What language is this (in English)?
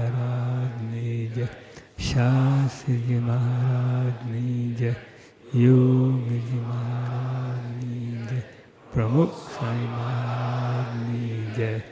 Gujarati